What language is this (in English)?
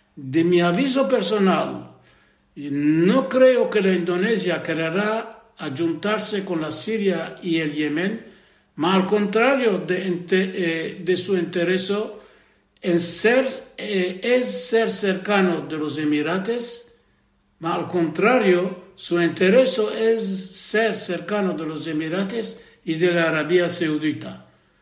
Ladino